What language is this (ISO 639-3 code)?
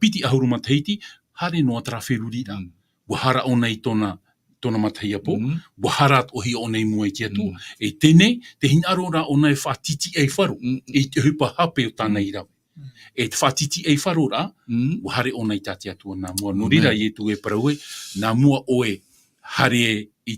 tah